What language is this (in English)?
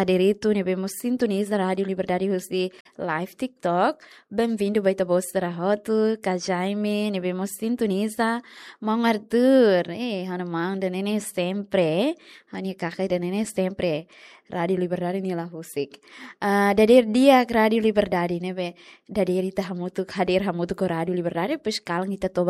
Tetum